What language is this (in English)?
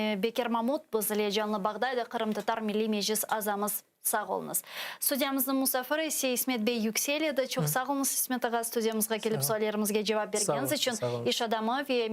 Crimean Tatar